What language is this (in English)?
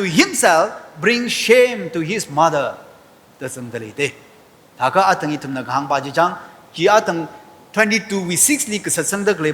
Tangkhul Naga (India)